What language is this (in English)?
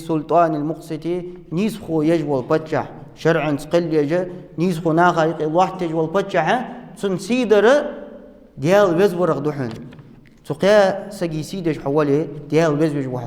Ingush